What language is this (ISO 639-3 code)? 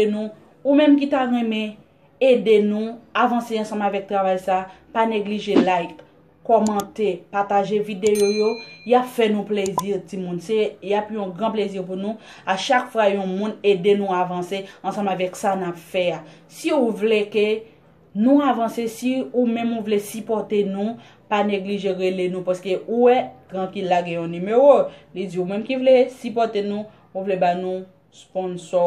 hat